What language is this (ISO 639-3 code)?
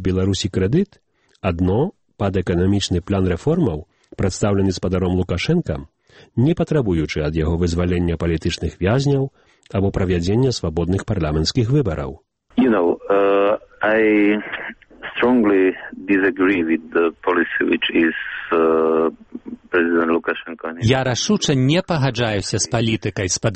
bel